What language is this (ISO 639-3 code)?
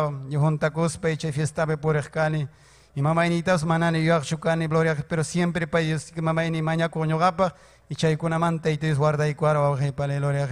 quy